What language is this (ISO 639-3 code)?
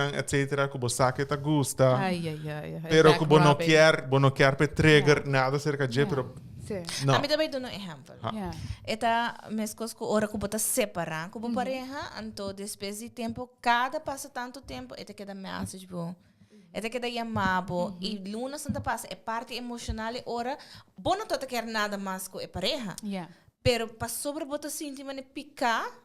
pap